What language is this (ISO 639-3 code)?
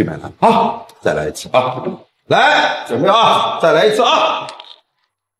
zho